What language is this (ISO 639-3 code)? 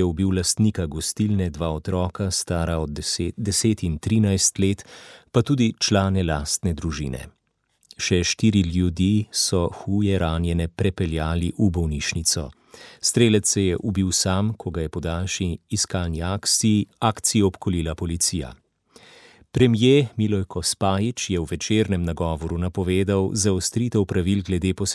slv